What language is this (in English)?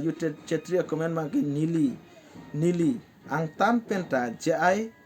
Karbi